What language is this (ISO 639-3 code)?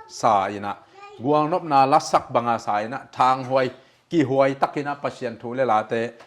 ctd